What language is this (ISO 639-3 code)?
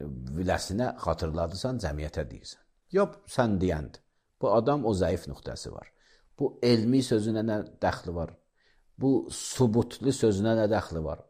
aze